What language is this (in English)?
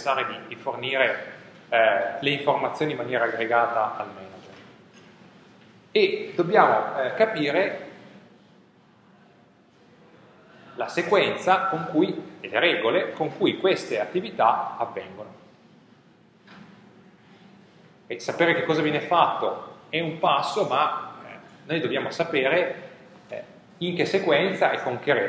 Italian